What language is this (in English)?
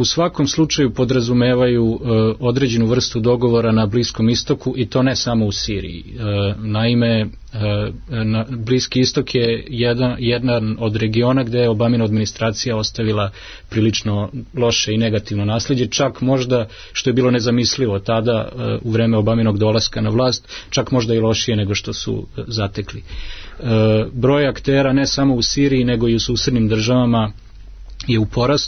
Serbian